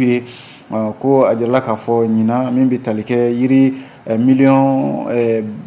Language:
Bambara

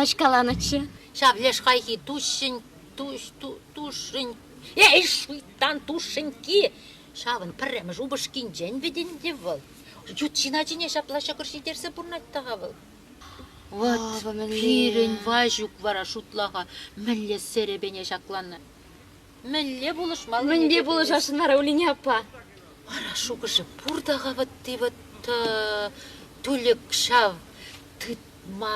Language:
Chuvash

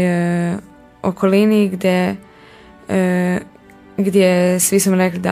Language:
Croatian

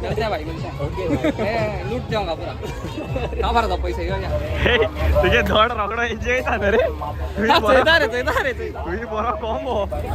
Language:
Konkani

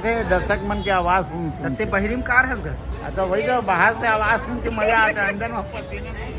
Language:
Chhattisgarhi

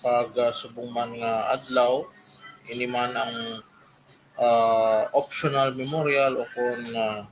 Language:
Hiligaynon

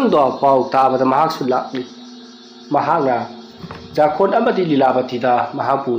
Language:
Manipuri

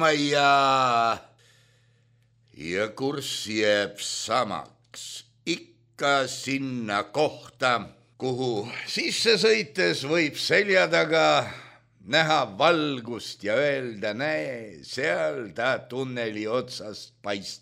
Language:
Estonian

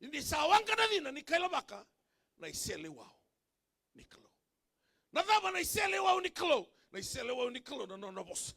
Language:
Fijian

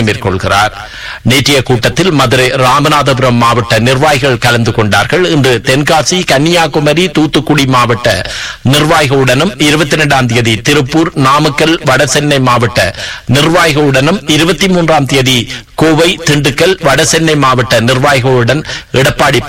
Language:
Tamil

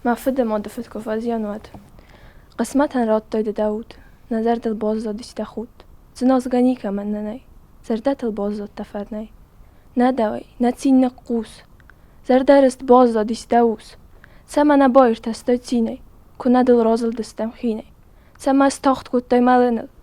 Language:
Ossetic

